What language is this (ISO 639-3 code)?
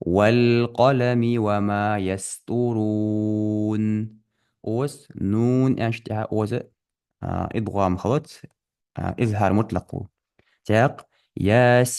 inh